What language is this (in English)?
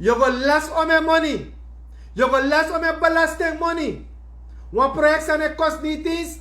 Sranan Tongo